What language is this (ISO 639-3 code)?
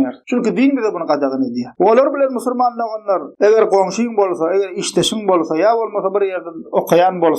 tuk